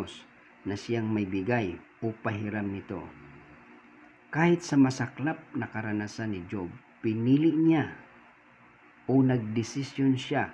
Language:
Filipino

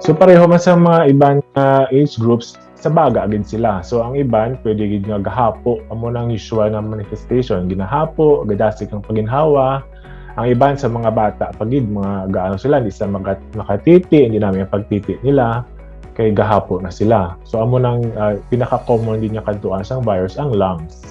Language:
Hiligaynon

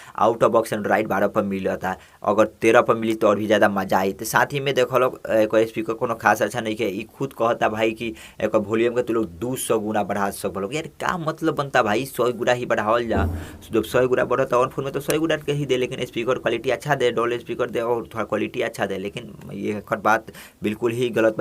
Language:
Bhojpuri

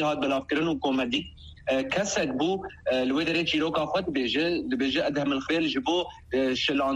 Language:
Kurdish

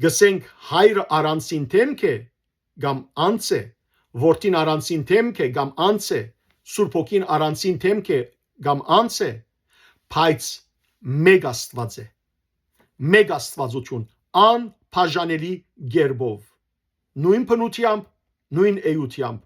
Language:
Western Armenian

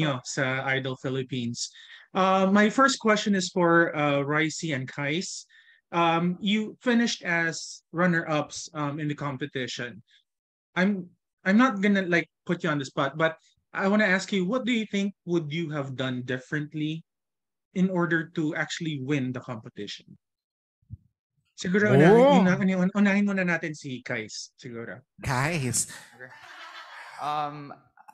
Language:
Filipino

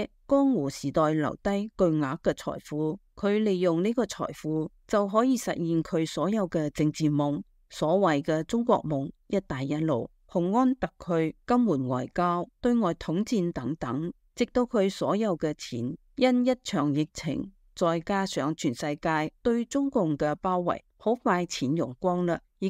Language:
Cantonese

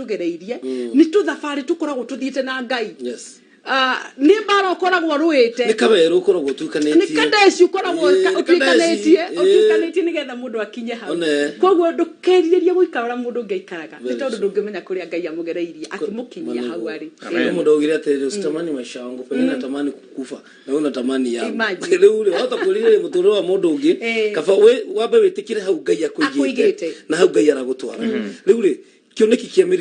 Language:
Kikuyu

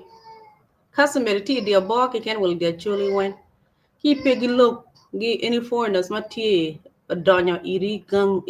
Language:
Acoli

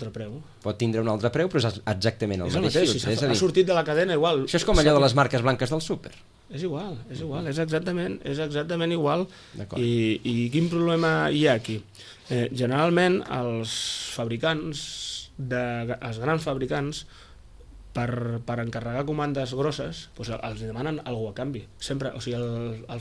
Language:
Catalan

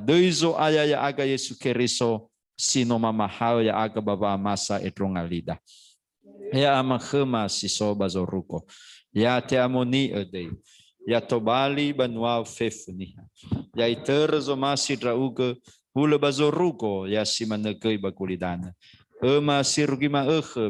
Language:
Nias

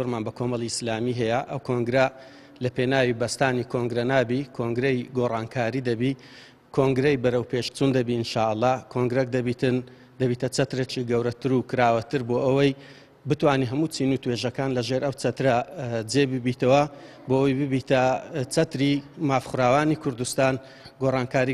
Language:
Central Kurdish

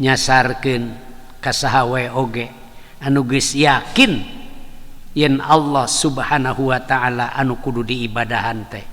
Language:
Sundanese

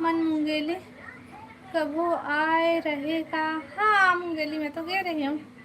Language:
Chhattisgarhi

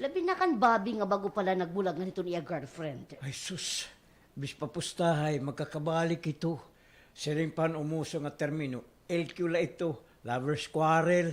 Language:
Waray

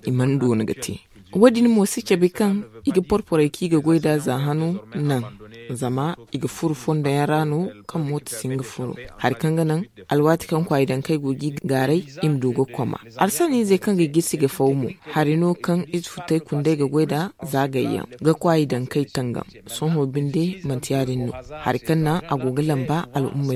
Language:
Zarma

